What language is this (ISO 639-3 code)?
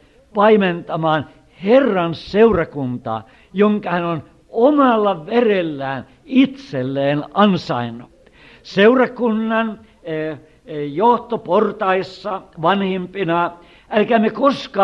fin